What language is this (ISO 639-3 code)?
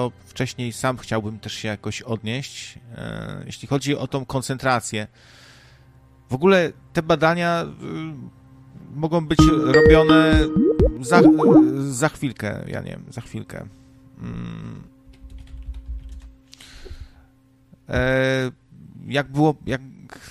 pol